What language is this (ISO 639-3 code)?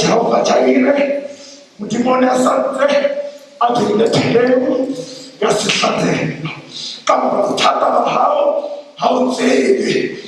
sot